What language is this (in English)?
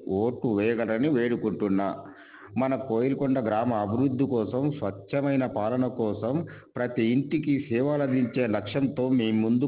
Telugu